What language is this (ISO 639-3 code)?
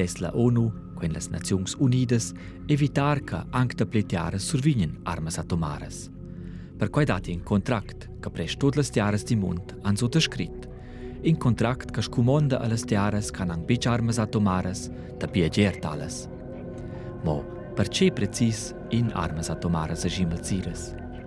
roh